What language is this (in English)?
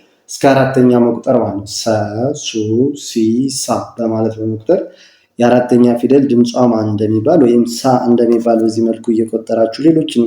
Amharic